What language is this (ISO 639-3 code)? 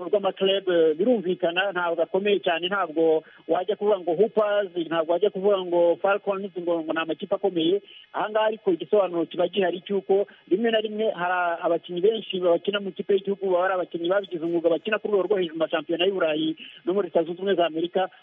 kin